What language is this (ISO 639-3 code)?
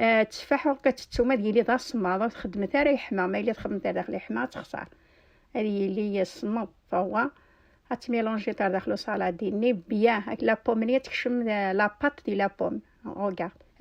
kab